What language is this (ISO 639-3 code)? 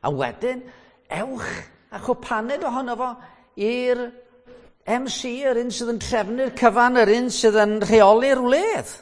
cym